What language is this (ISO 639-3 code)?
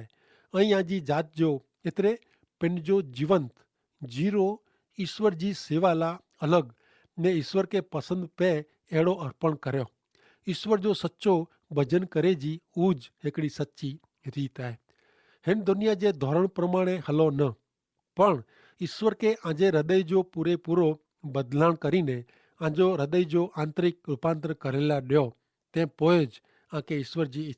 kfr